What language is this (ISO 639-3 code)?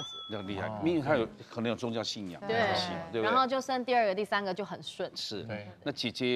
zho